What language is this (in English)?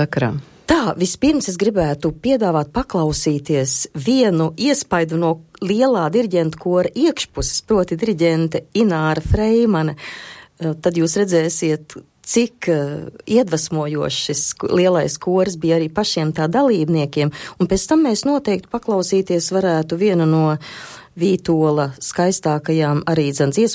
Latvian